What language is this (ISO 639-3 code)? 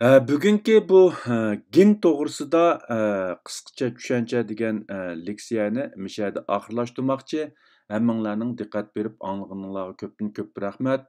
uig